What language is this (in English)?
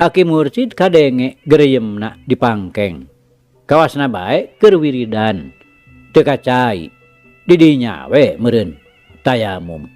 Sundanese